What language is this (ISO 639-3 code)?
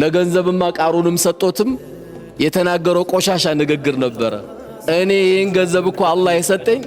amh